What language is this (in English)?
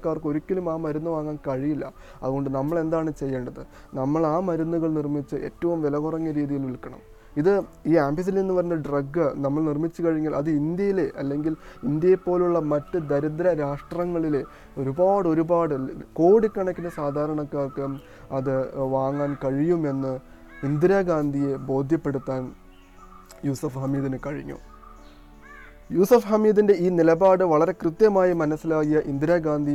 Malayalam